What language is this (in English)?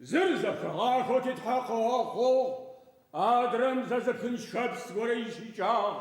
Adyghe